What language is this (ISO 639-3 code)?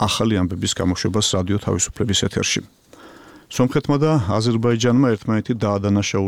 kat